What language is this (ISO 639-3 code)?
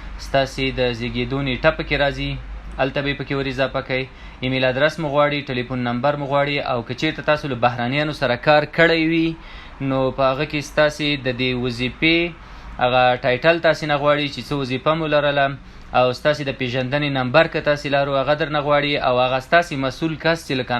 pus